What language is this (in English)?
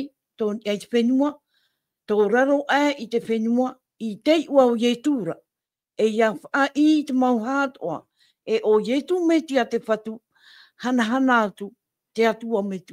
Tahitian